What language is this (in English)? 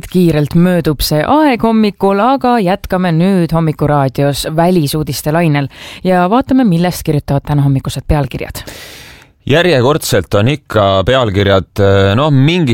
Estonian